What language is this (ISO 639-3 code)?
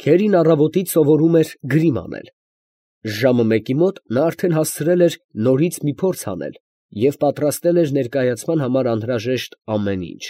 hye